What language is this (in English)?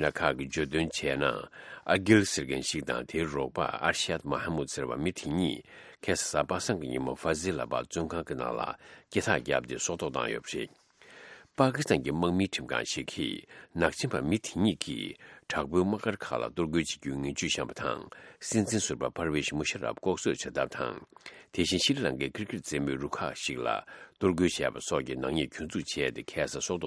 Tibetan